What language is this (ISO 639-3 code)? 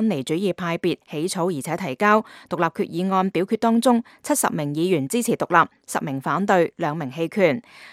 yue